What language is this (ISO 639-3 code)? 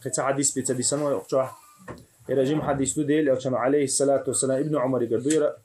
che